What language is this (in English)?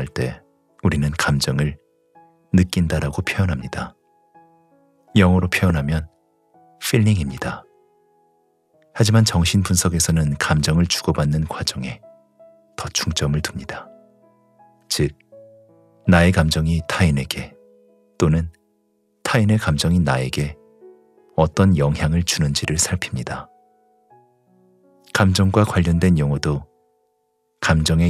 Korean